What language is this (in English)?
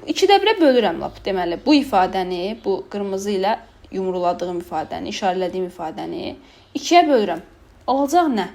Azerbaijani